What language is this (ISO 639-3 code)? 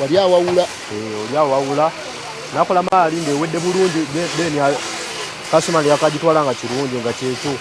lug